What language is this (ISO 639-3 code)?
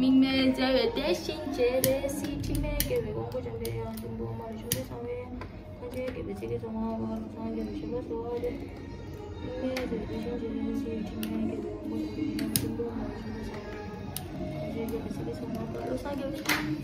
bod